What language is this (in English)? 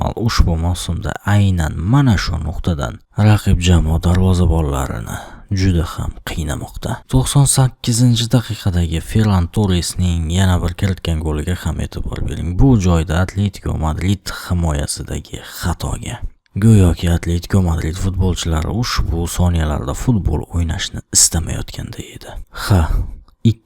Uzbek